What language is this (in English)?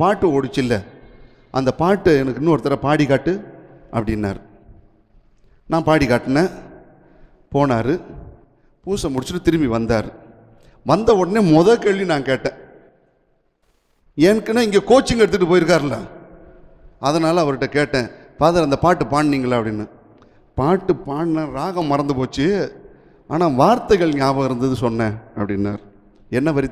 Tamil